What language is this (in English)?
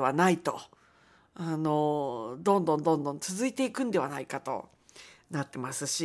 Japanese